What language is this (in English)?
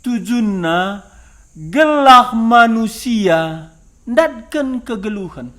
Batak Karo